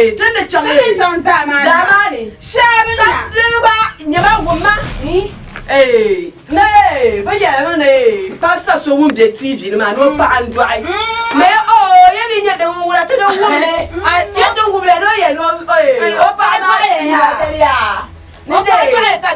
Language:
Dagbani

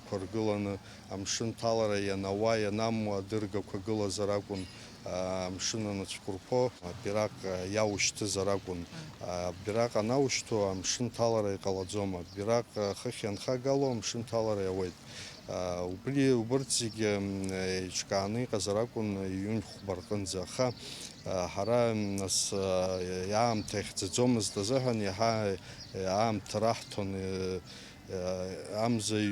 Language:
Abkhazian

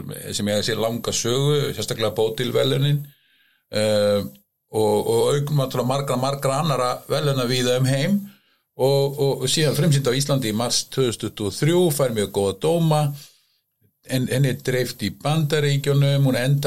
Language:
Icelandic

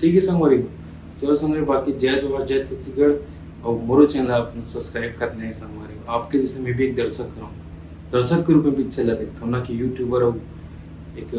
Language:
Chhattisgarhi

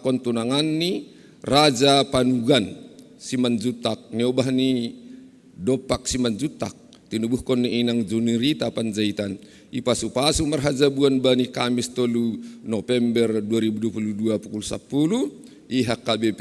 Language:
Batak Simalungun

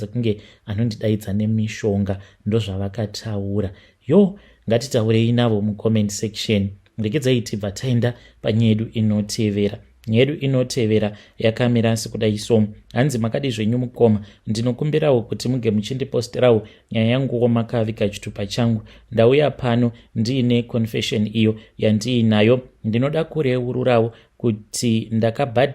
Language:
Shona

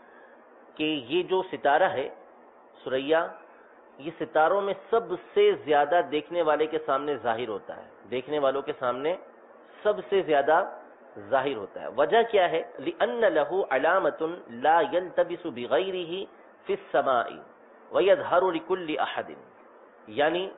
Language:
Urdu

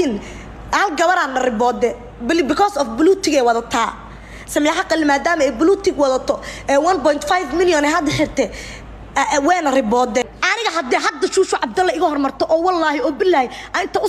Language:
Somali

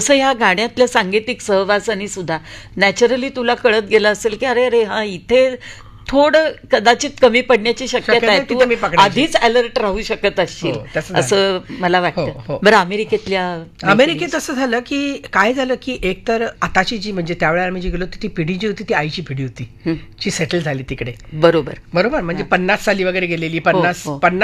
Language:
Marathi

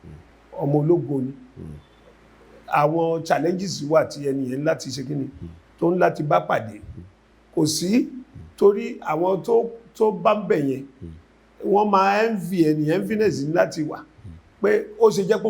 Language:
Yoruba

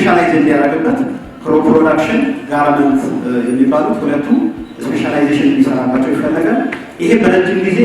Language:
Amharic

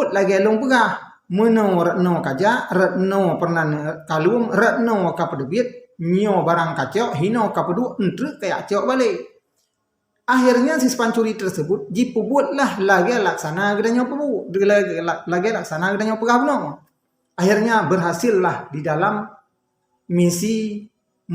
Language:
Achinese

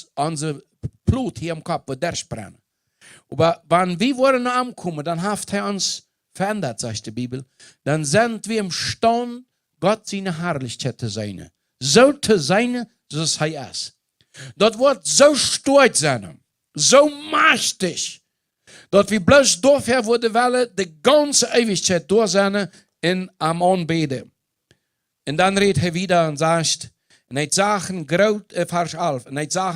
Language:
Plautdietsch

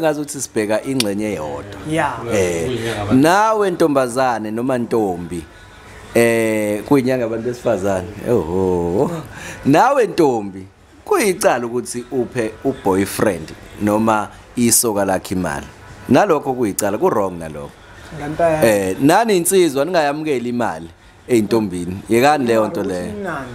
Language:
Zulu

